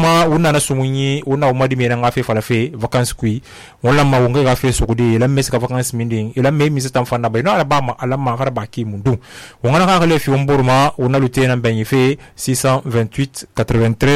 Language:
Susu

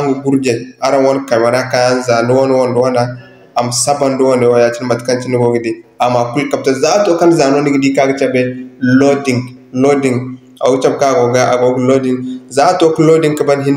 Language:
Zarma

